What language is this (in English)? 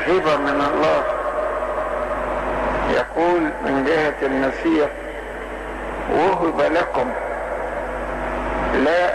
Egyptian Arabic